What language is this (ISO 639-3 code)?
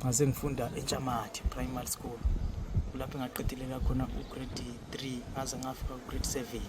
nde